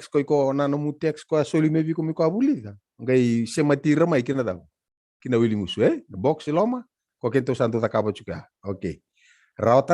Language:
Fijian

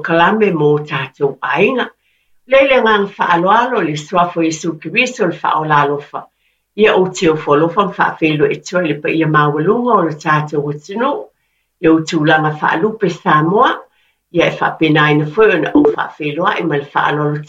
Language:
Samoan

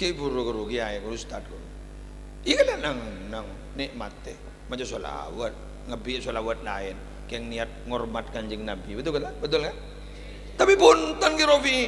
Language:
Madurese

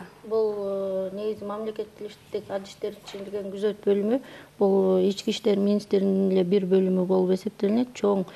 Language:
Kyrgyz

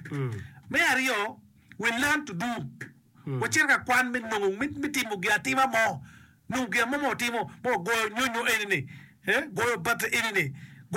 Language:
Acoli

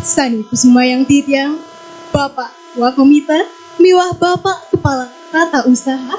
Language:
Balinese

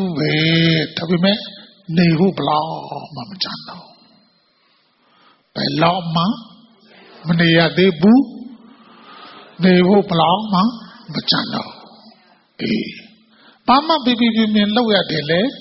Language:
Burmese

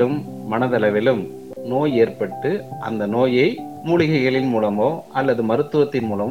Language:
Tamil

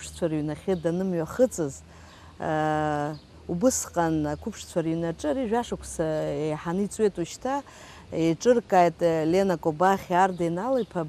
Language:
Abkhazian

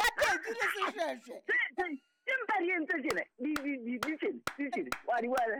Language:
Southern Sotho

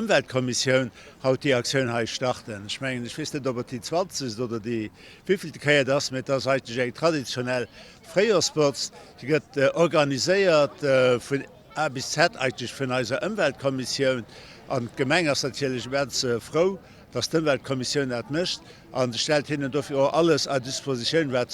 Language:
Luxembourgish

